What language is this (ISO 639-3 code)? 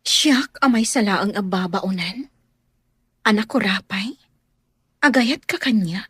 ilo